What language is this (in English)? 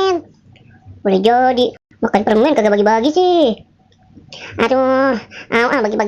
Betawi